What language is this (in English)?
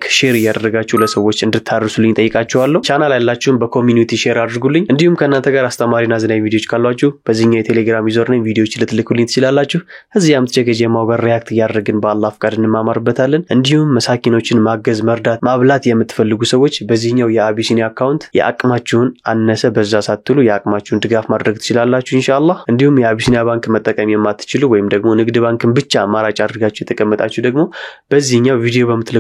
Amharic